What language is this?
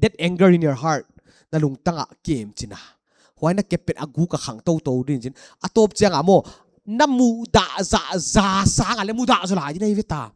Paite Chin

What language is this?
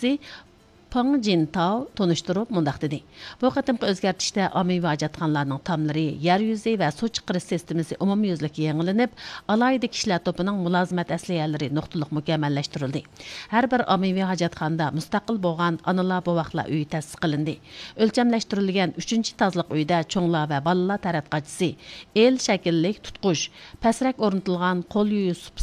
Uyghur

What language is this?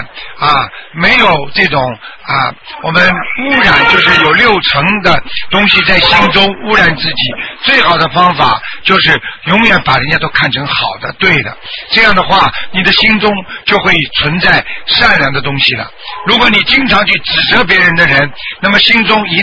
Chinese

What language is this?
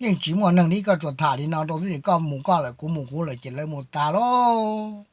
Hmong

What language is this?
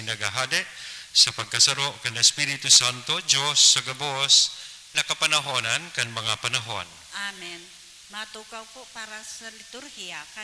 Bikol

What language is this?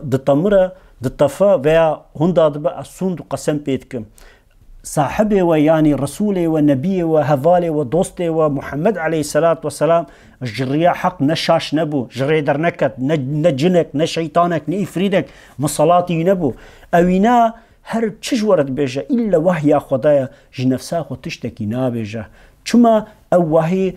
Kurdish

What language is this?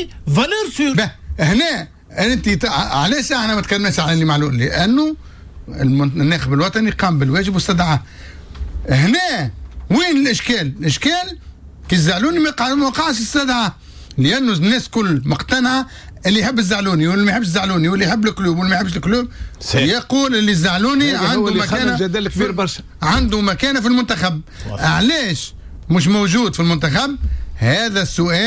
Tunisian Arabic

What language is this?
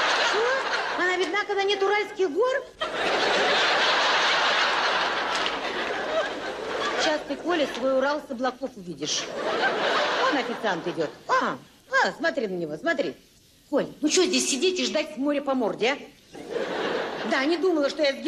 Russian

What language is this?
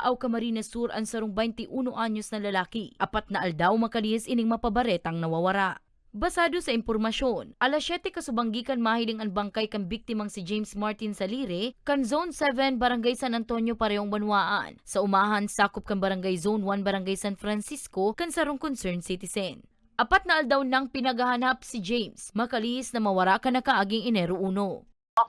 Bikol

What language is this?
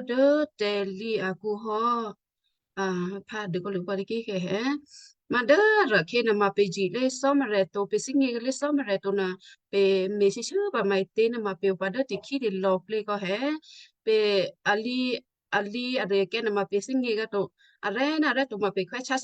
Western Kayah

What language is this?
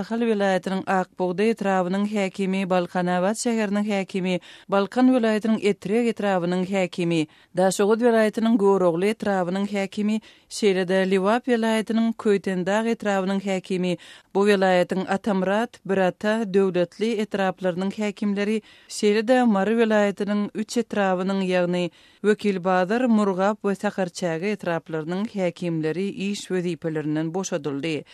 Turkmen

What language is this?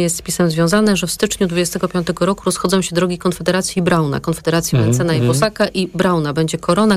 Polish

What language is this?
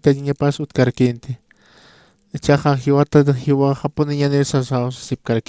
Aymara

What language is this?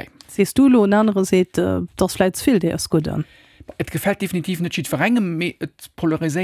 Luxembourgish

